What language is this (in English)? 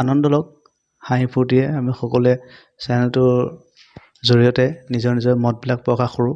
Assamese